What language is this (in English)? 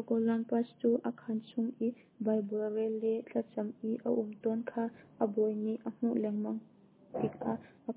Hakha Chin